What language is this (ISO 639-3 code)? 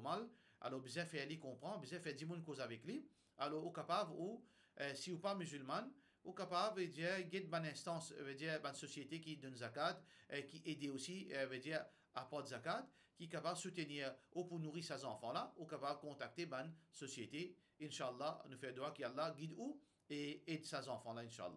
mfe